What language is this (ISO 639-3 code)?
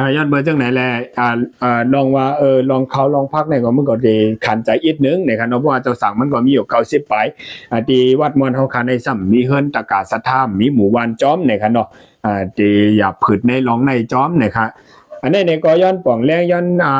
shn